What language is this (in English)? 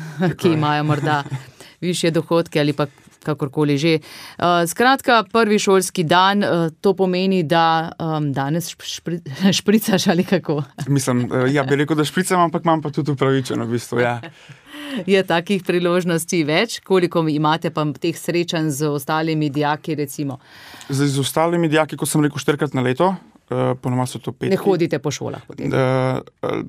Slovenian